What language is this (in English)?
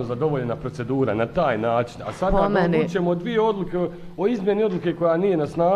Bosnian